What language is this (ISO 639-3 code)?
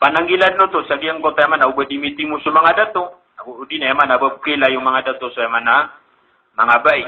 mrw